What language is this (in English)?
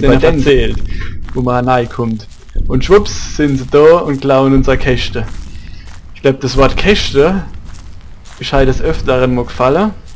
Palatine German